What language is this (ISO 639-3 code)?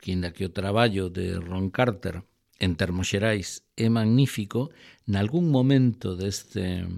glg